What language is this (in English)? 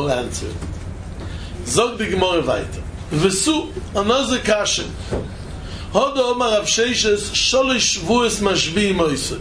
English